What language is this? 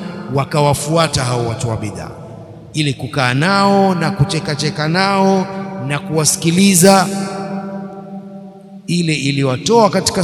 Swahili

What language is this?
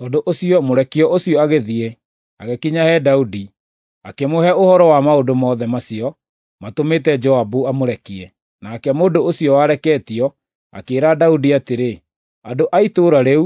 Kikuyu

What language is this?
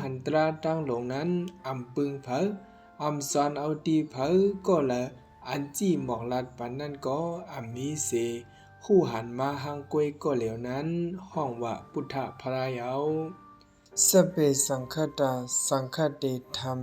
Shan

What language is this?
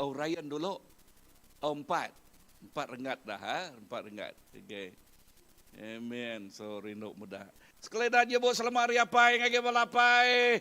Iban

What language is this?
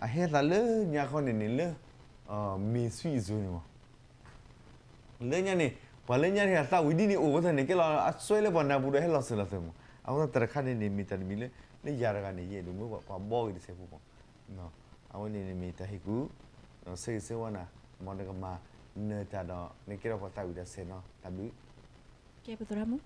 S'gaw Karen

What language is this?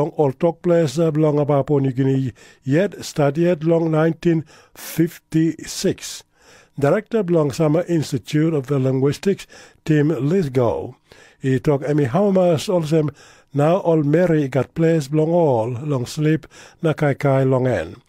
Tok Pisin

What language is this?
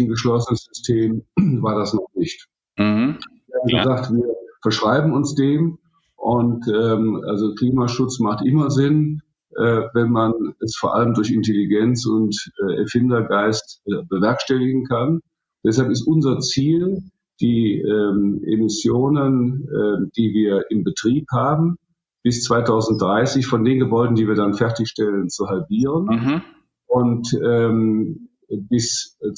German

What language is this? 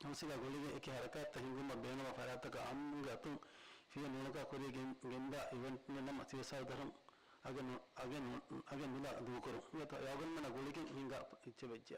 Divehi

